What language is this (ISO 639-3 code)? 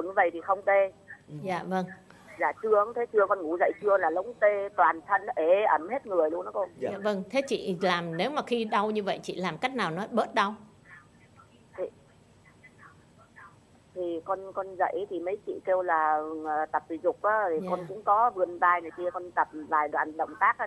vie